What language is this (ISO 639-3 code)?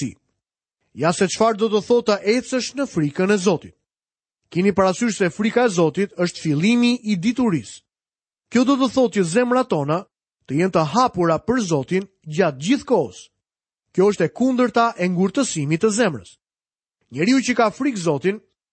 sqi